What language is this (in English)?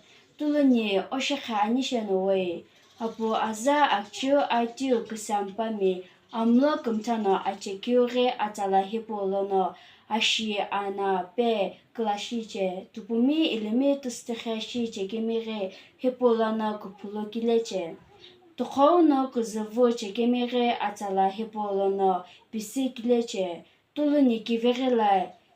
Sumi Naga